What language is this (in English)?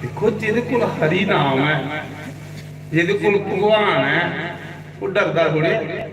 Dogri